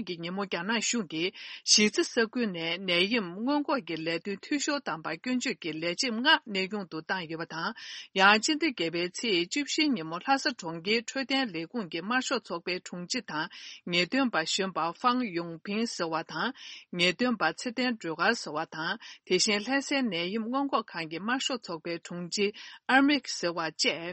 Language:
Tibetan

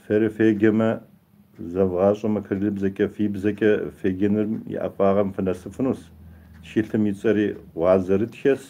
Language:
Kabardian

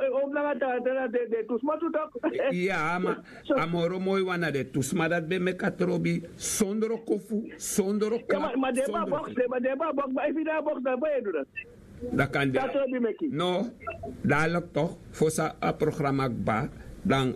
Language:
Sranan Tongo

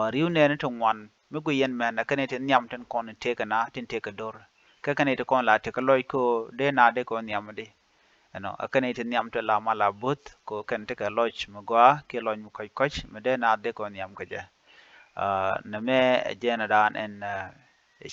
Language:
Nuer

